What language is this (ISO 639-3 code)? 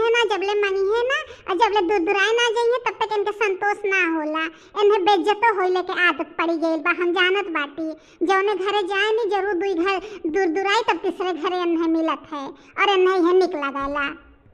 bho